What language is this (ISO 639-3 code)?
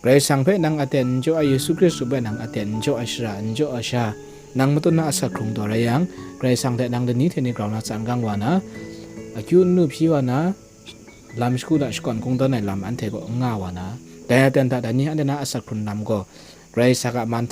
kac